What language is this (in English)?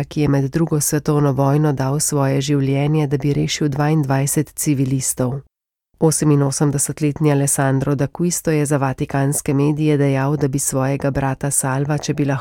Slovenian